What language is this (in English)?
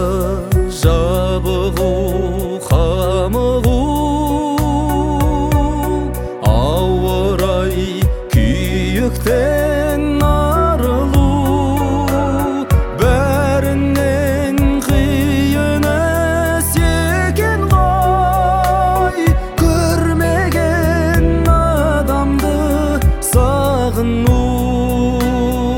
Kazakh